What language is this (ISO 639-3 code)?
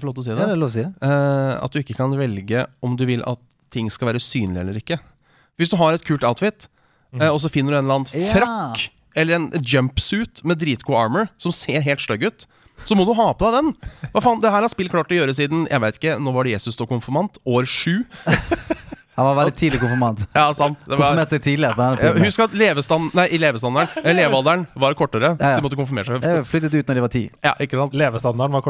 nor